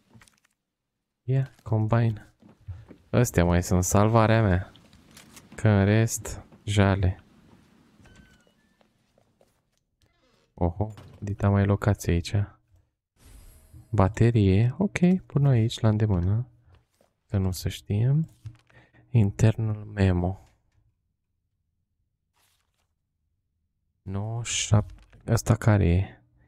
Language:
Romanian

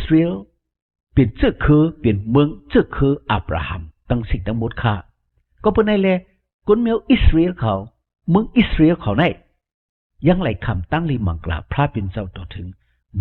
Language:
Shan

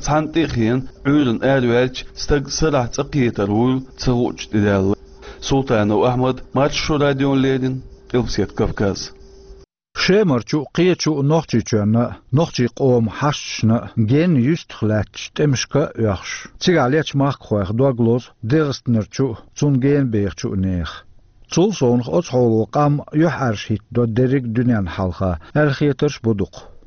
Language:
Chechen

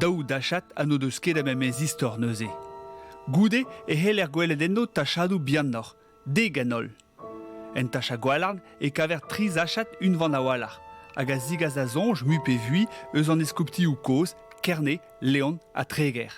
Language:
Breton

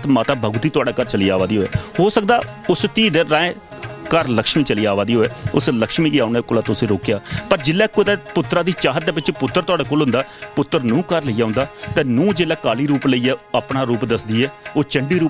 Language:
Dogri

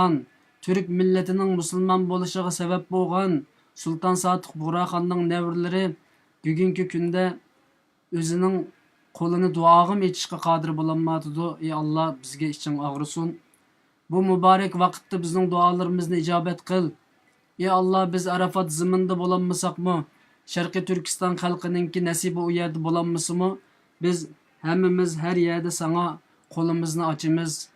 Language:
Uyghur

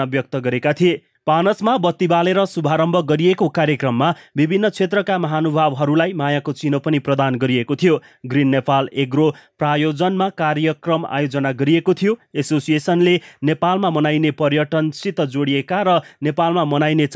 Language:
Nepali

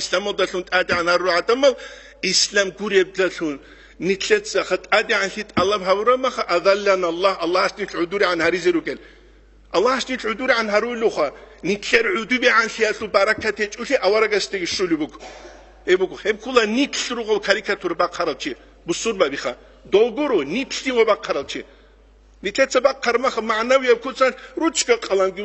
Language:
Avaric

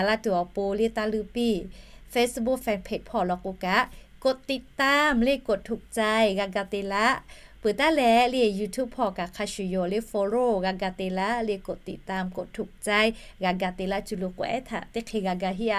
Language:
Lahu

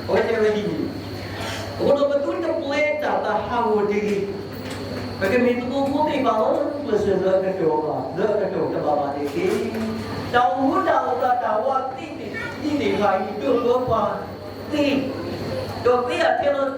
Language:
S'gaw Karen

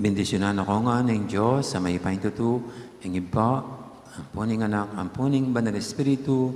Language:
Pampanga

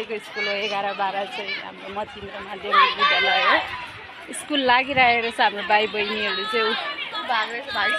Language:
Nepali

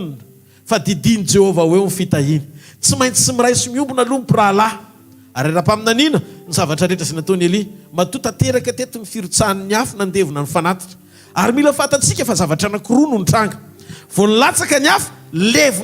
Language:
Malagasy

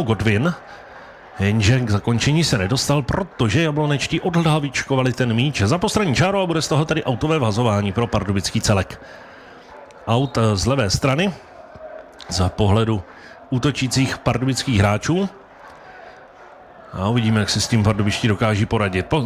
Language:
Czech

